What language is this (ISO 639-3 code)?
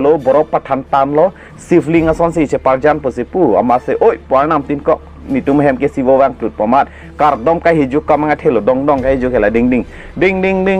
mjw